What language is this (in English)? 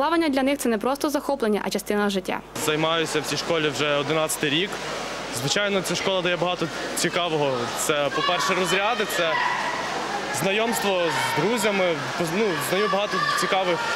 Ukrainian